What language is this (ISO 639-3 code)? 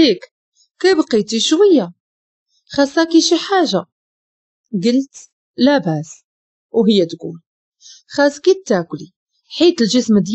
ary